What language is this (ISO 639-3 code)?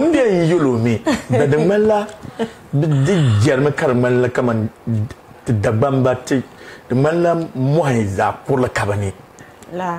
dag